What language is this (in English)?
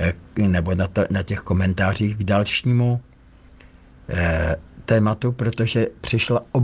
Czech